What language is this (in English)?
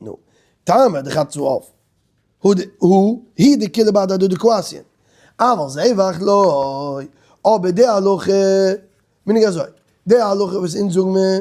Yiddish